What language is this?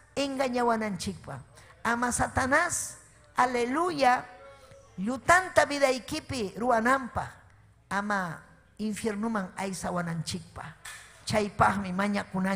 Ayacucho Quechua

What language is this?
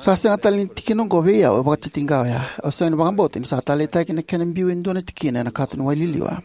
Fijian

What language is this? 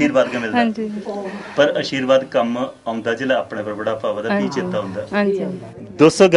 Dogri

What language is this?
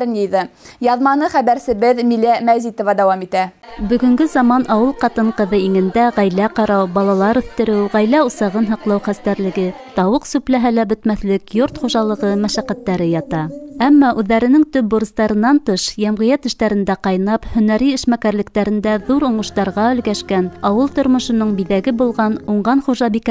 Bashkir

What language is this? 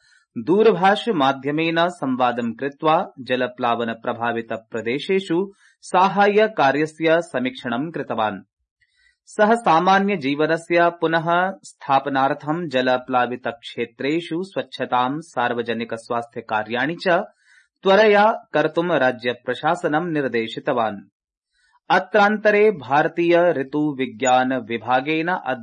Sanskrit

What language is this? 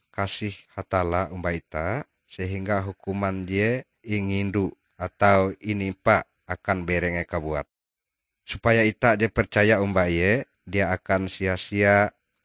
Ngaju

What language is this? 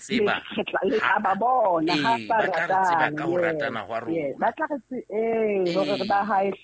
Southern Sotho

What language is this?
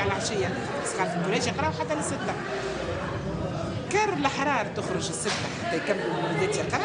Tunisian Arabic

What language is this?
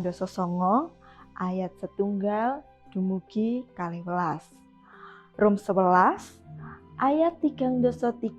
Javanese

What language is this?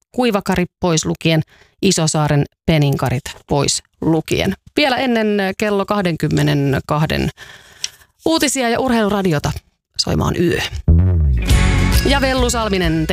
Finnish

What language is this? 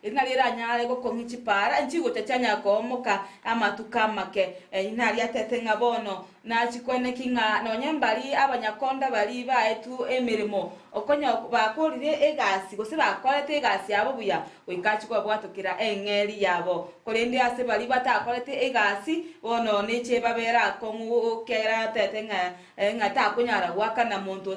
Gusii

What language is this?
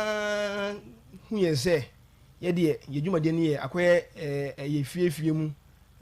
Akan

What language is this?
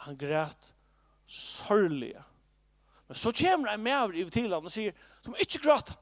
Faroese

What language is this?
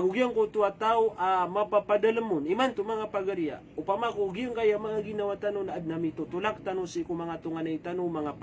Maranao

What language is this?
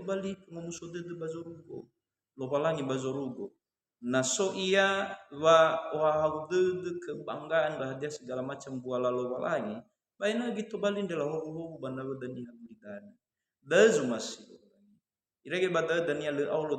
Nias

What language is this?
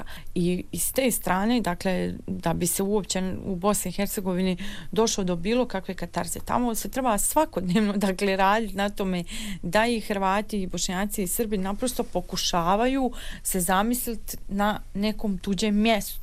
Croatian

